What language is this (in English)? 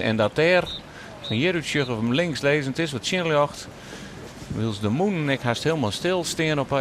Western Frisian